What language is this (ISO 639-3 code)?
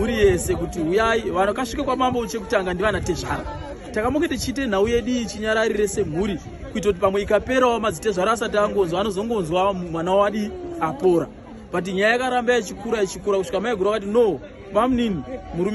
sna